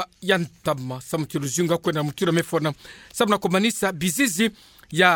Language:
Kituba (Democratic Republic of Congo)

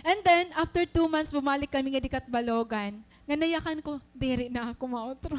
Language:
Waray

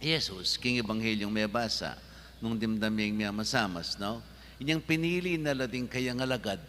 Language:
Pampanga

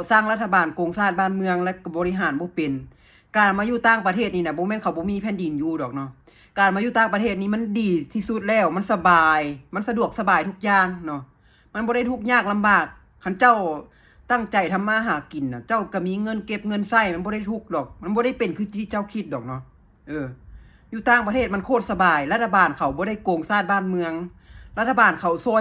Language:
Lao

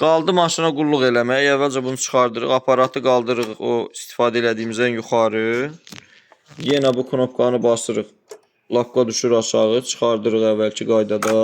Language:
Azerbaijani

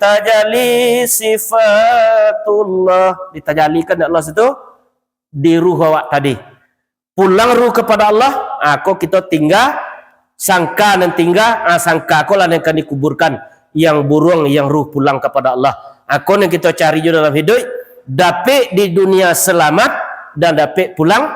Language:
Minangkabau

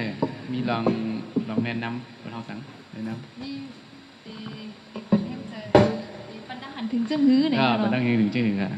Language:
Shan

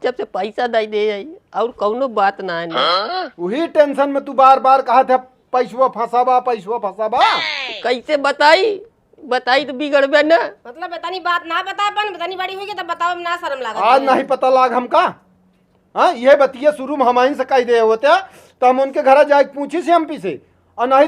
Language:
Awadhi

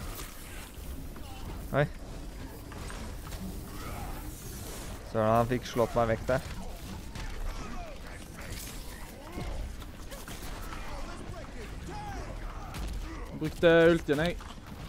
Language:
Norwegian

